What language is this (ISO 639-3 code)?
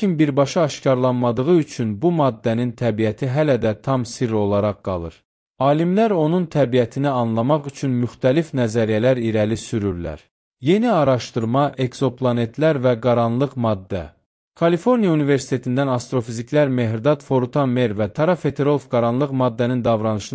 aze